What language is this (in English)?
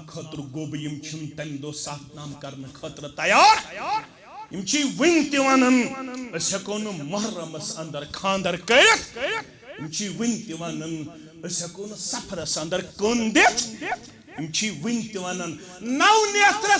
Kashmiri